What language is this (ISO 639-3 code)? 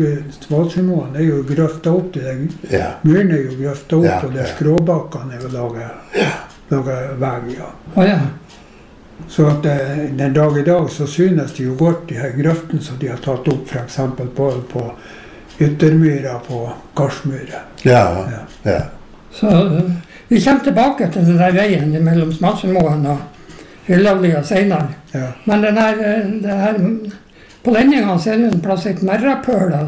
nor